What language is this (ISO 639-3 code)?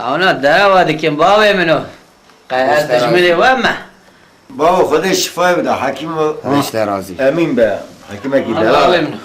kur